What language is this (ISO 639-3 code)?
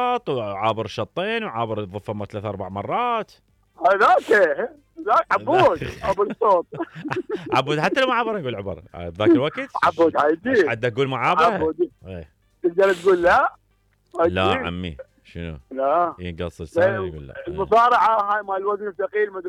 acm